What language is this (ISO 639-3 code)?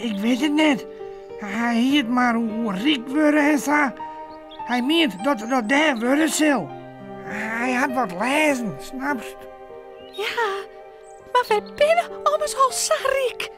fry